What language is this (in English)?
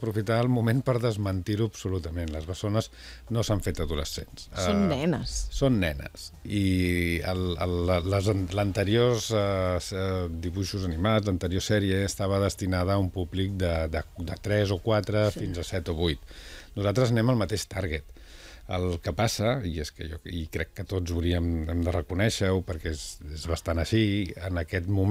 Catalan